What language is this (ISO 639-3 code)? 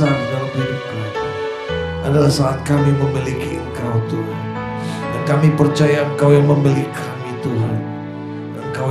ind